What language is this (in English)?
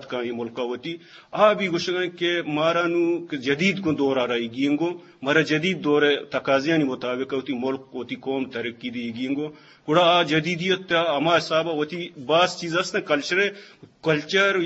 Eastern Balochi